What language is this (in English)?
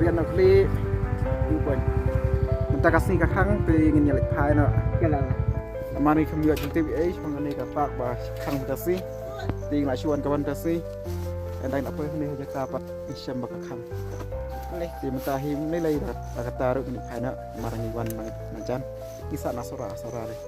Khasi